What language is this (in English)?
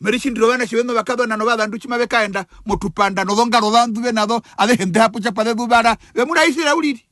Herero